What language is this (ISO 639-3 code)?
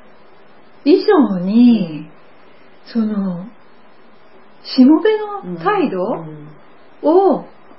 jpn